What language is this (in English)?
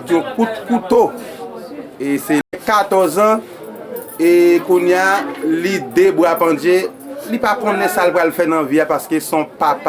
Haitian Creole